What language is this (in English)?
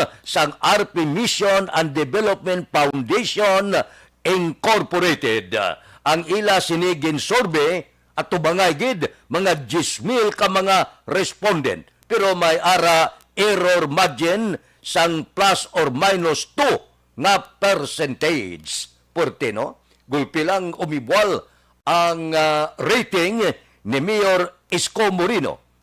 Hiligaynon